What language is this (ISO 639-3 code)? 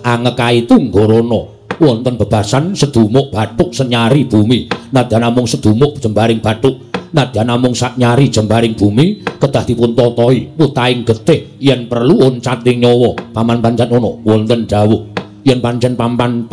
jav